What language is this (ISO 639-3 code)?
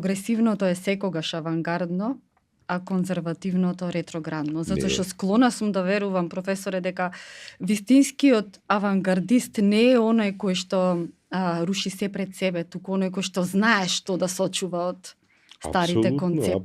mkd